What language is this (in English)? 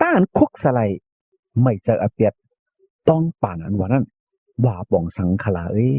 Shan